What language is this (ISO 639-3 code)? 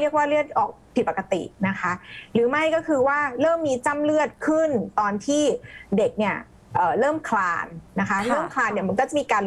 tha